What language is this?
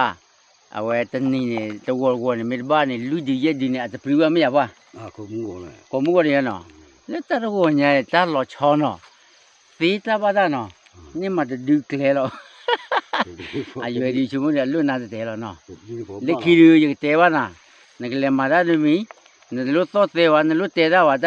S'gaw Karen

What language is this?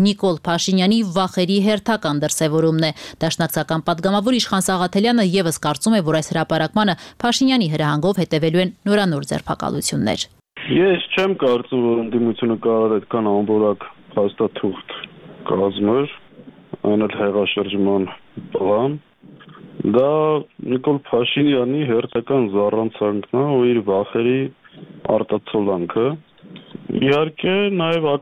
Armenian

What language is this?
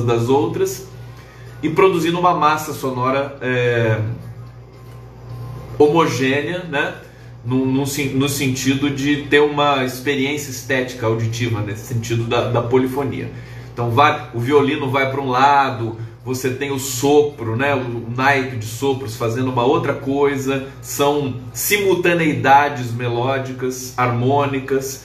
Portuguese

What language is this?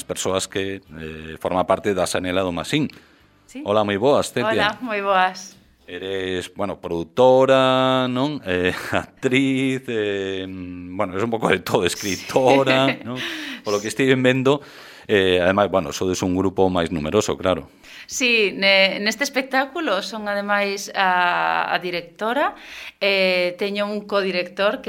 Galician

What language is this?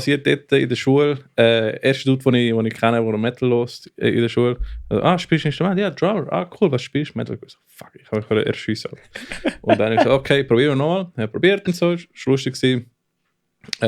Swiss German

